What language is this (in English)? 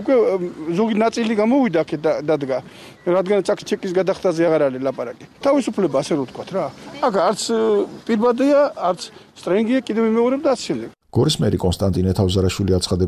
Georgian